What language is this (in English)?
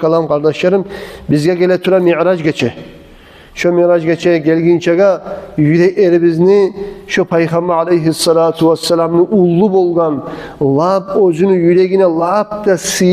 Kumyk